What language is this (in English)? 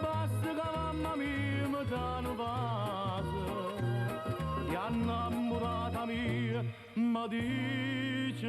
Neapolitan